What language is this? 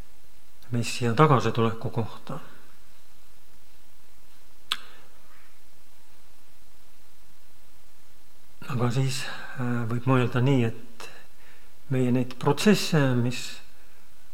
Estonian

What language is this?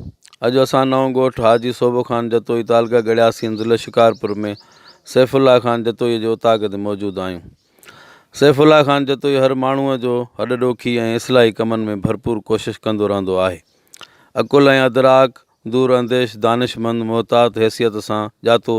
Sindhi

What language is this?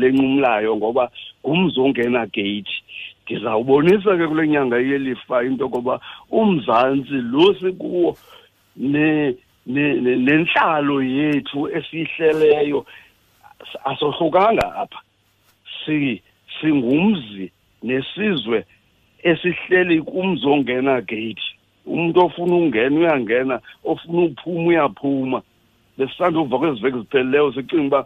Xhosa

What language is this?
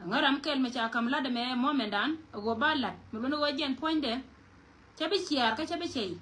Nuer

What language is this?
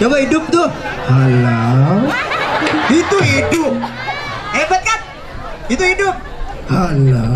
Betawi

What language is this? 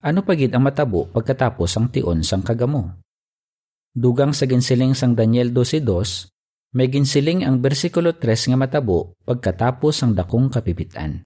Hiligaynon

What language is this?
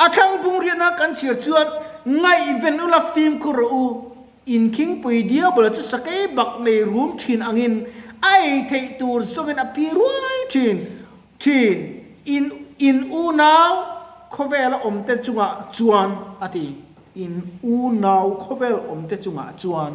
Mizo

